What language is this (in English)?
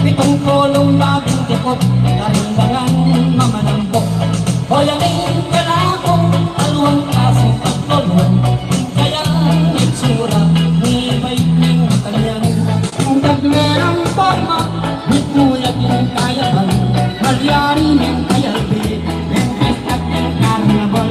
Pampanga